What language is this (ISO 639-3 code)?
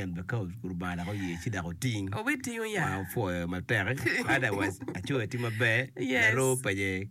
ach